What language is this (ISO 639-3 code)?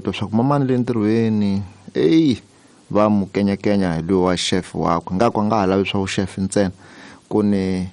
tso